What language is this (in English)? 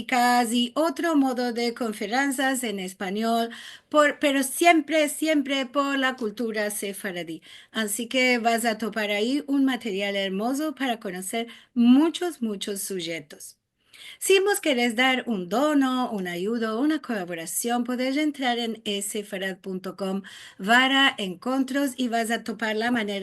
Ladino